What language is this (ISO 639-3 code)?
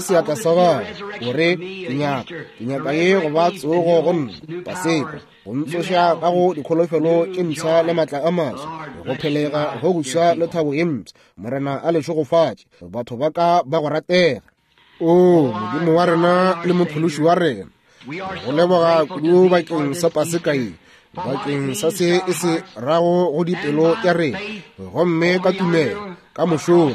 nso